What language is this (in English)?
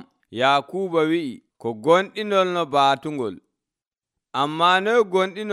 Nigerian Fulfulde